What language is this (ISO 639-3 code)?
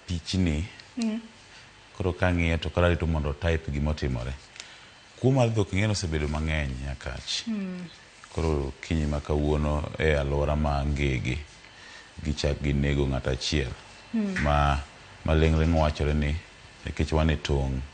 luo